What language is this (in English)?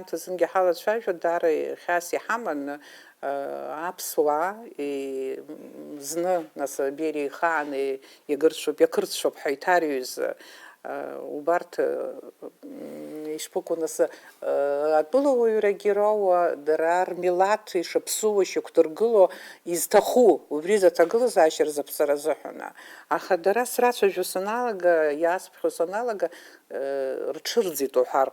Abkhazian